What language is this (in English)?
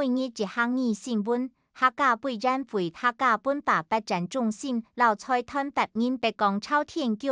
Hakka Chinese